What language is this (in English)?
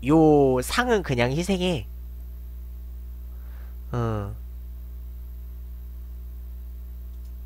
Korean